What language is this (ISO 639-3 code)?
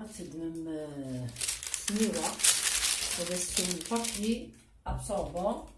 kab